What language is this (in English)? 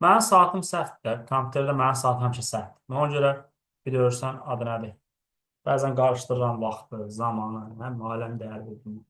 Azerbaijani